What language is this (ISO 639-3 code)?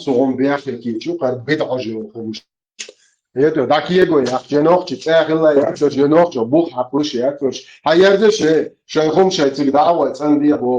che